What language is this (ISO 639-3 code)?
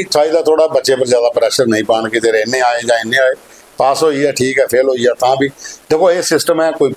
doi